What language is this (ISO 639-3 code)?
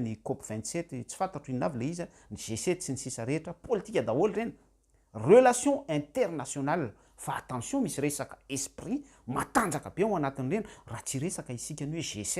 mlg